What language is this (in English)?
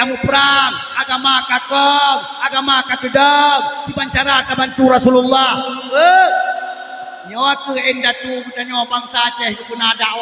Achinese